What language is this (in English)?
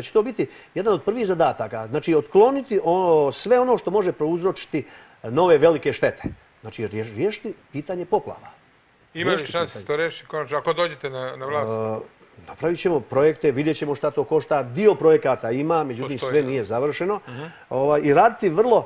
Serbian